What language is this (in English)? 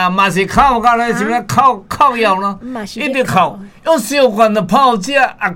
Min Nan Chinese